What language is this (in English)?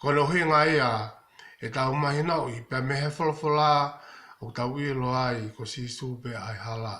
Tongan